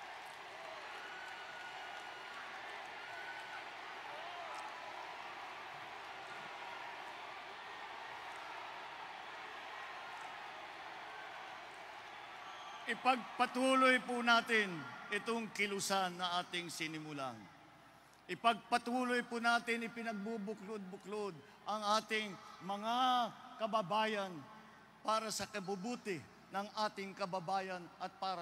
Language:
Filipino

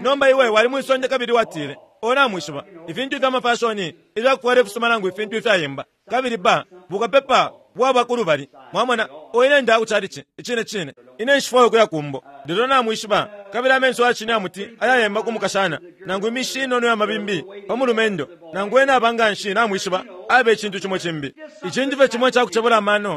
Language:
Bemba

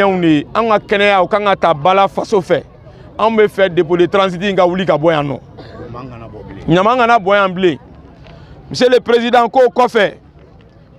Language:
Bambara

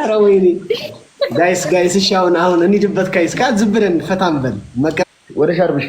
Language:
Amharic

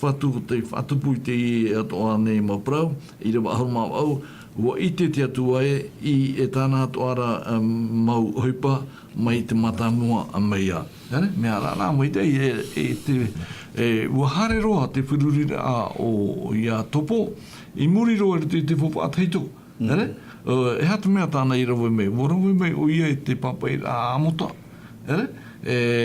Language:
Tahitian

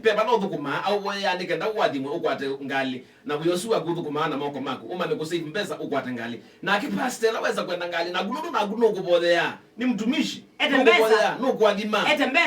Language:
Kamba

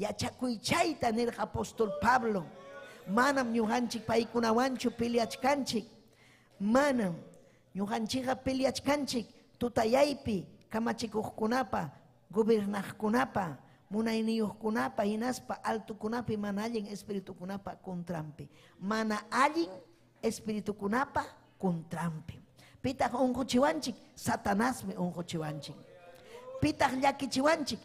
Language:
Ayacucho Quechua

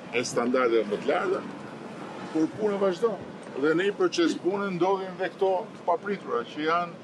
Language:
Albanian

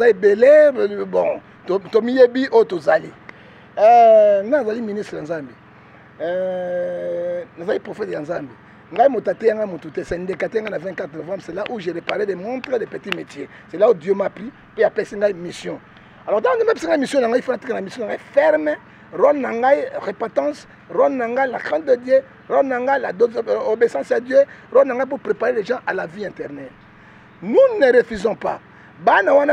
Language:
Lingala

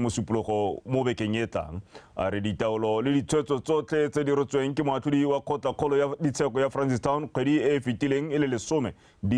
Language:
Tswana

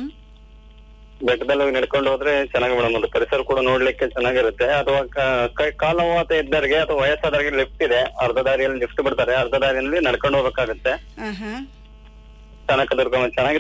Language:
Kannada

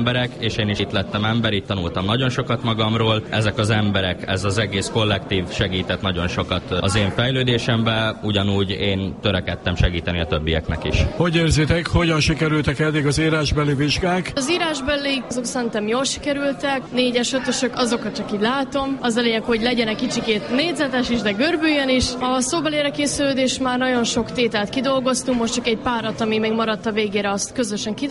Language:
Hungarian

